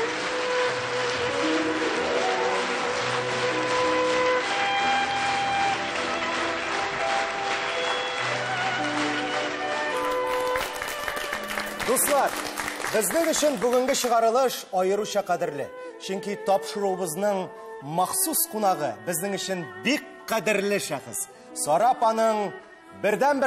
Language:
Tatar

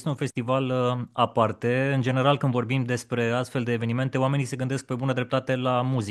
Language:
Romanian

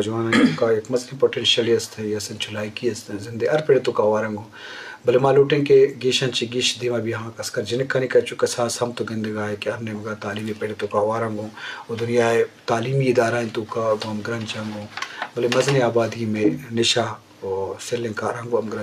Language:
Eastern Balochi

